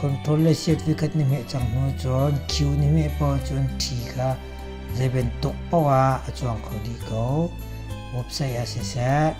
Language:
Hakha Chin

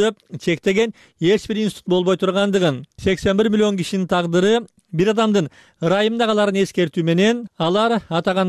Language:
Kyrgyz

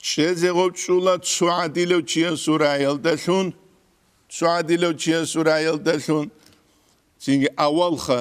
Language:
Avaric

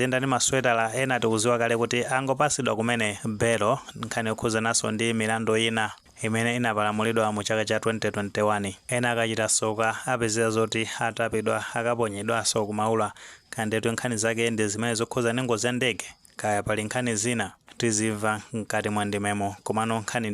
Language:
Nyanja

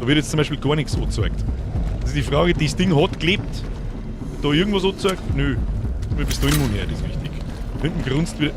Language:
Bavarian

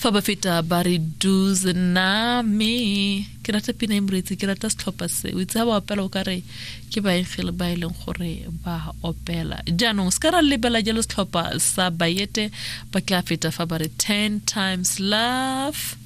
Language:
Tswana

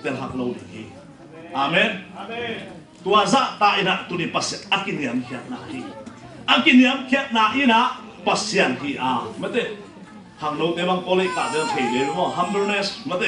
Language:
Tedim Chin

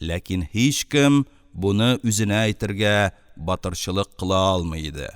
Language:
Tatar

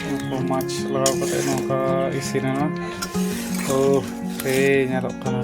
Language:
Santali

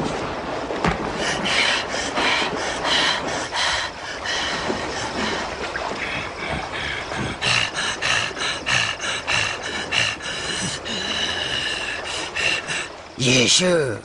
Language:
S'gaw Karen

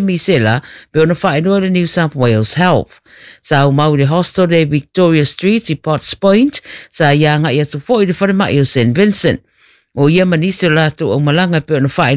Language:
Samoan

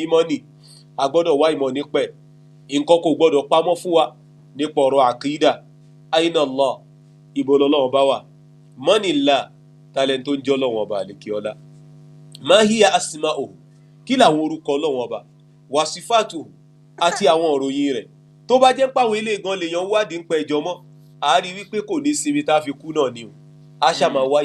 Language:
Yoruba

